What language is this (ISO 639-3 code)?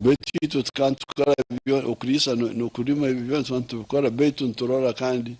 nyn